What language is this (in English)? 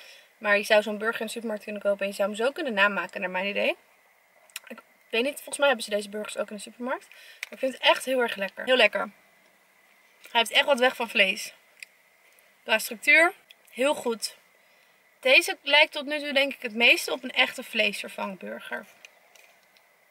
Dutch